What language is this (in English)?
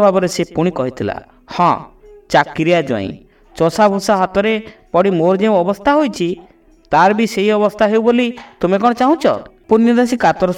Odia